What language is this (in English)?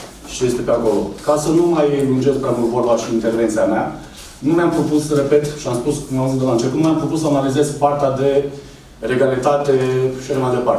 Romanian